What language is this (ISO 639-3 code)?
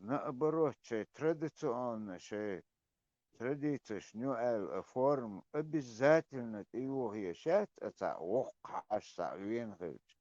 che